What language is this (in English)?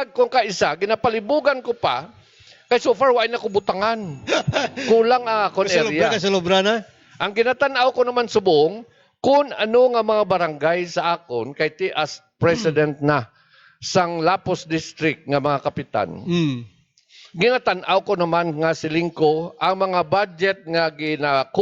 Hiligaynon